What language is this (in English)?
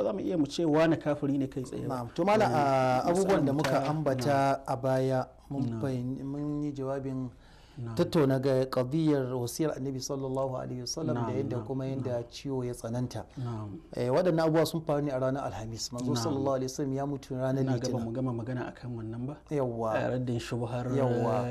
Hausa